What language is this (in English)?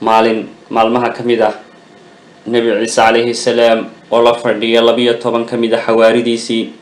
Somali